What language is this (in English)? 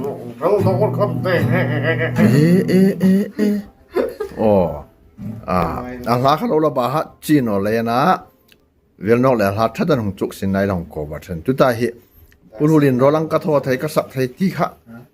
Hmar